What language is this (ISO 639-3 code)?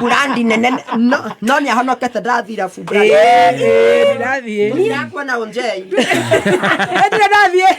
kik